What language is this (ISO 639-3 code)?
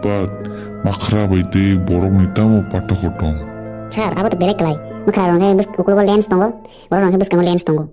trp